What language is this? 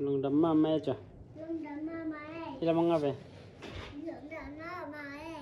Tedim Chin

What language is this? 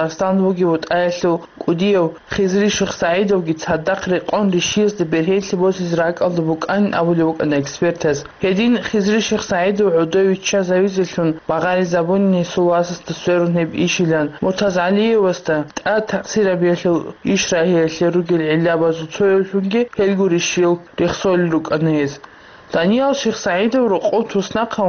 Avaric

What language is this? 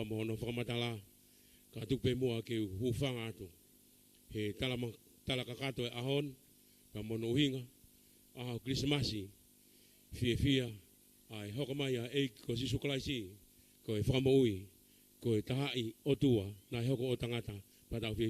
Tongan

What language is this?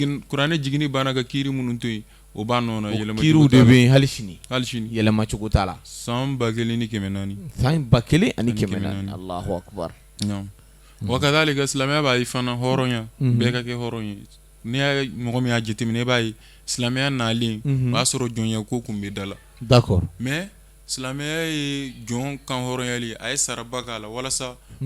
Bambara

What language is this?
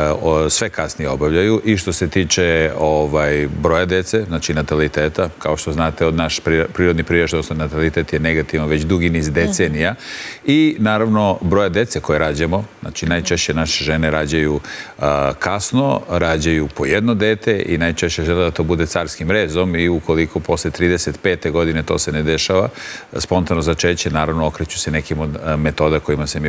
Serbian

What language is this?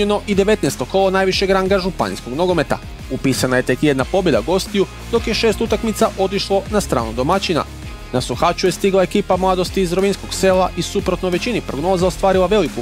Croatian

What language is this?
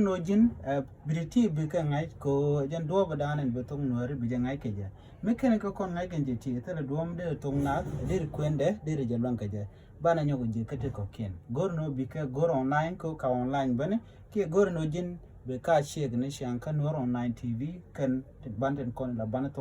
Nuer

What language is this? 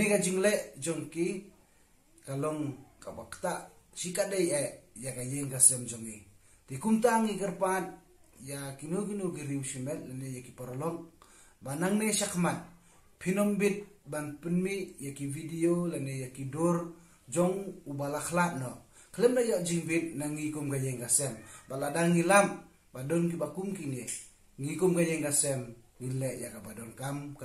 Khasi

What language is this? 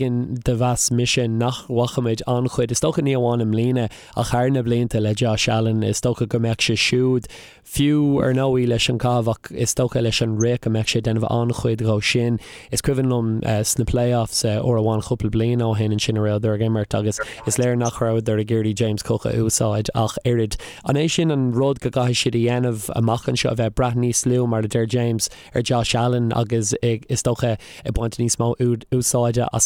Irish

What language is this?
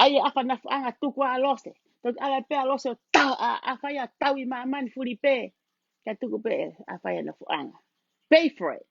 Tongan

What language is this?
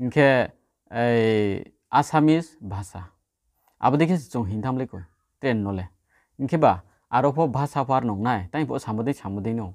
Riang (India)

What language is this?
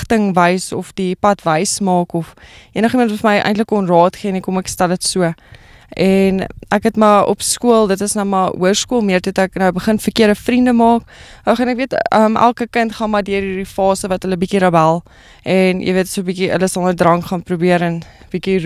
Afrikaans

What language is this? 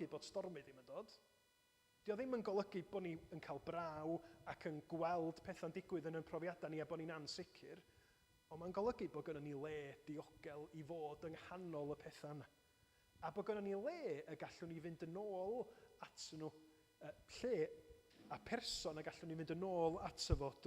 Welsh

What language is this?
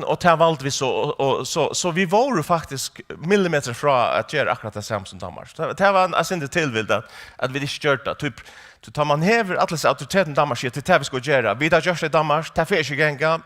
Faroese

